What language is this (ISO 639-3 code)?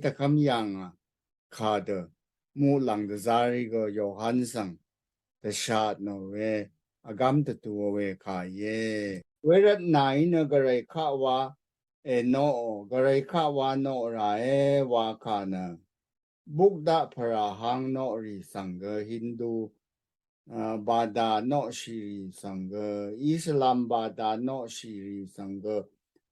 raw